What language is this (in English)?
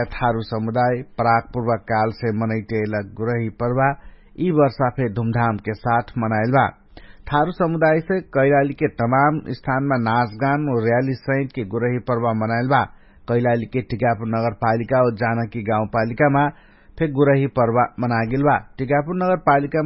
Dangaura Tharu